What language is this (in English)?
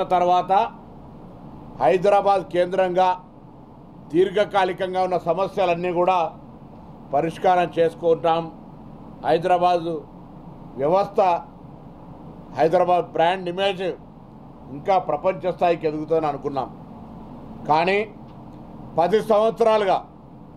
Telugu